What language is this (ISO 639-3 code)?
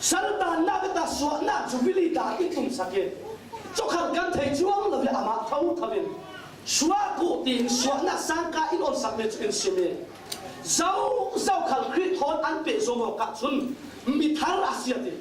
cfm